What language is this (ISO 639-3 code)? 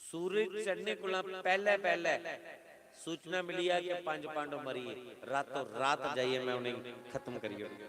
doi